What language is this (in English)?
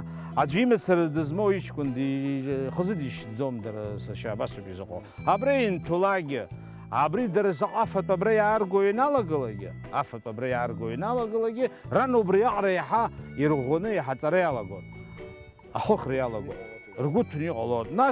Abkhazian